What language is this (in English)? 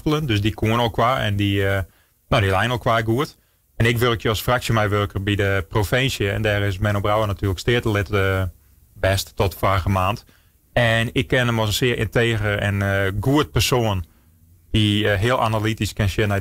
Western Frisian